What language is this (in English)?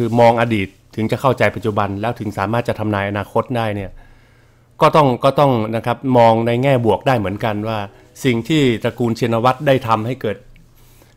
Thai